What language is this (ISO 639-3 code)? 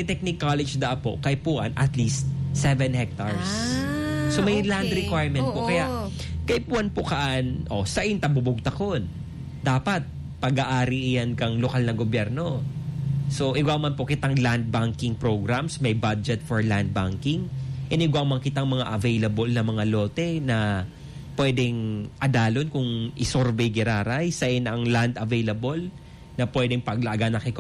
bik